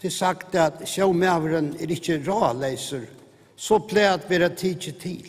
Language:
Faroese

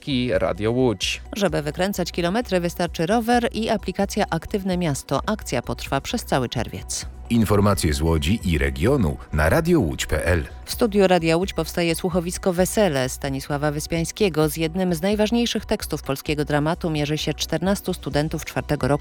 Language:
Polish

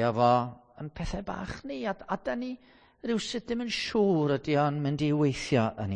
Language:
Welsh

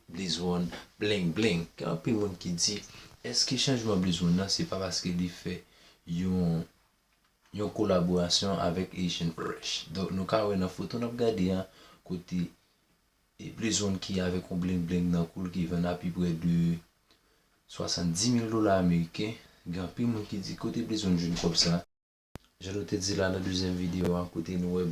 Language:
Haitian Creole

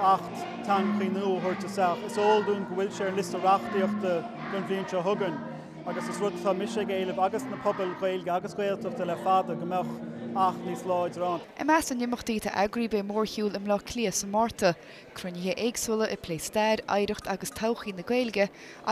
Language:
Irish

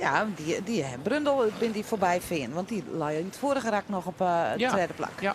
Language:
Western Frisian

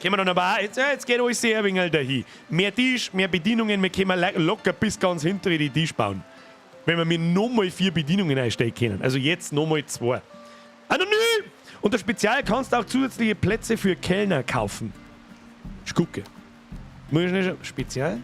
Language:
Bavarian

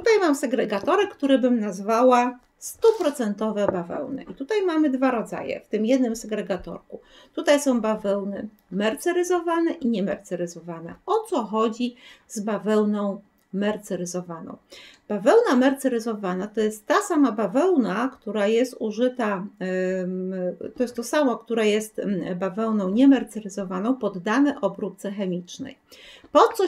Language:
Polish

